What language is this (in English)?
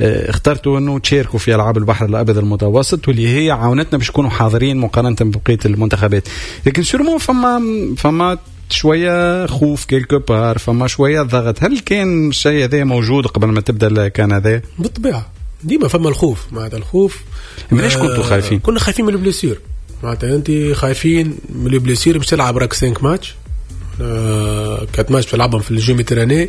Tunisian Arabic